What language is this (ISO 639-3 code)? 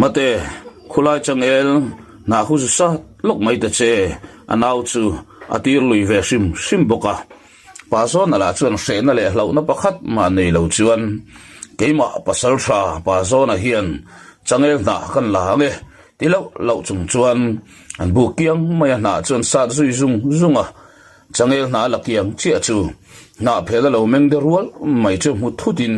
lus